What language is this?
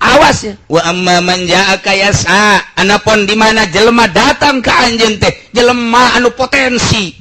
Sundanese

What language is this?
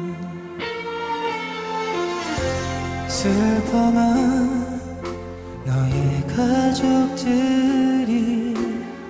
Korean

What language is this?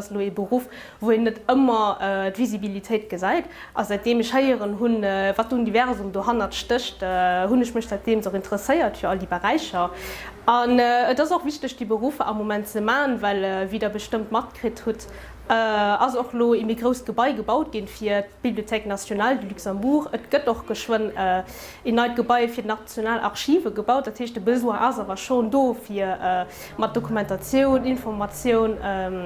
Luxembourgish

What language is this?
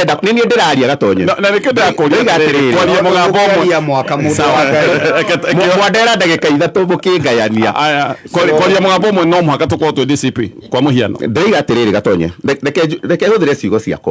Kikuyu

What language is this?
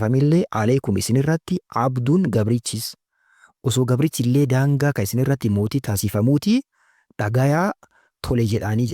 Oromo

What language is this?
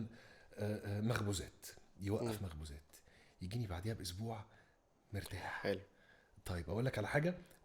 Egyptian Arabic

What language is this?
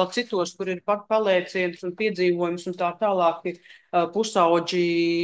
Latvian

